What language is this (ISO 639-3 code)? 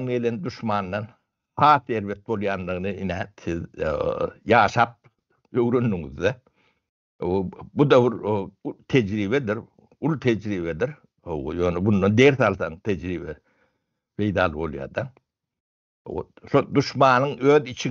tuk